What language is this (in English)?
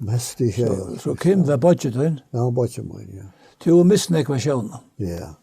Faroese